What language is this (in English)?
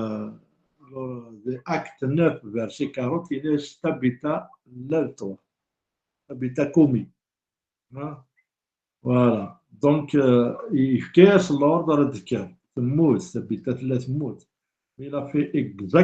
Kabyle